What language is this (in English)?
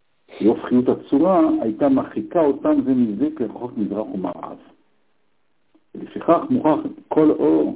Hebrew